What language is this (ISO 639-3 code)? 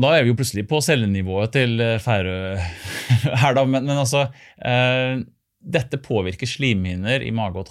nor